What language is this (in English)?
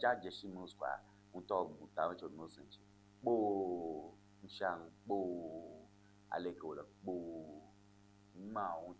Ewe